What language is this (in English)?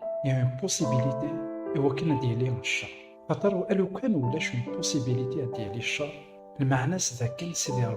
Kabyle